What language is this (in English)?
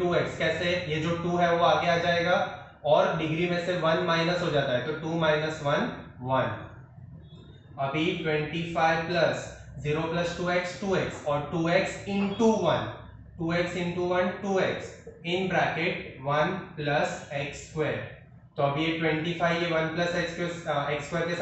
Hindi